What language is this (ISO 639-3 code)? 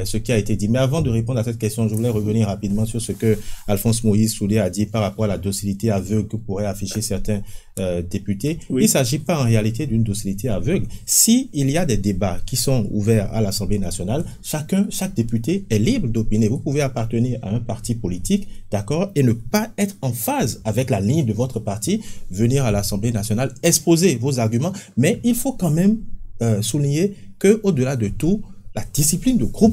fra